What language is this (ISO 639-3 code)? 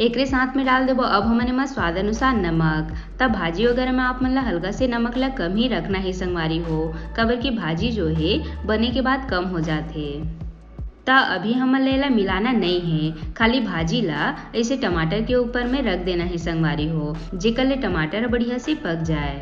hne